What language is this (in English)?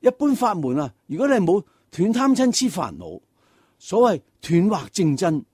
Cantonese